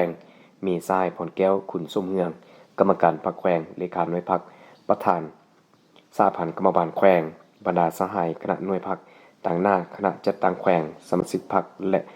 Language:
Lao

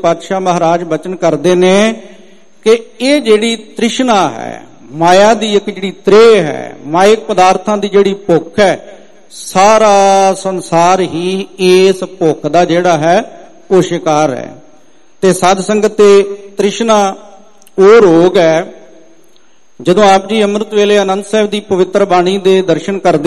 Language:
Punjabi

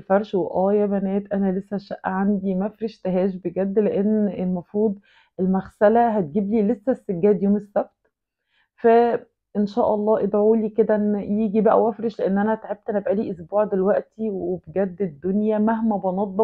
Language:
Egyptian Arabic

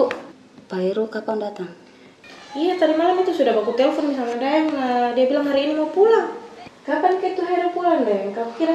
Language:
Makassar Malay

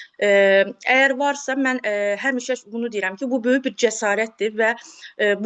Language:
Azerbaijani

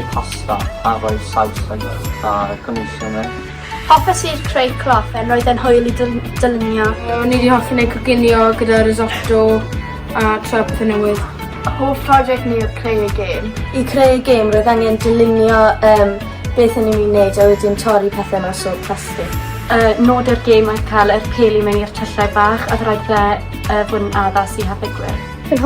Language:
Welsh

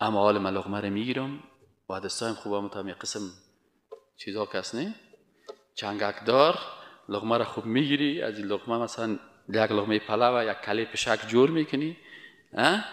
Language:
Persian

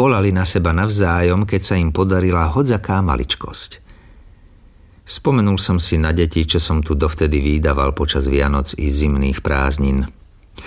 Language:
Slovak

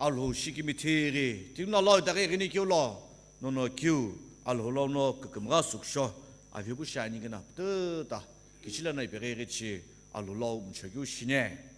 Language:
Sumi Naga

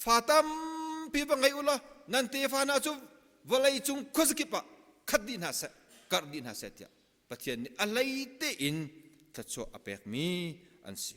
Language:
Hakha Chin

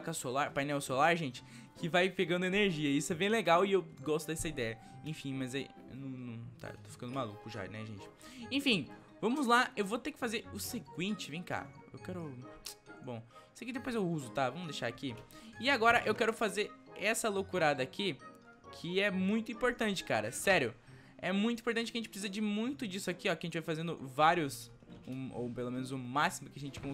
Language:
Portuguese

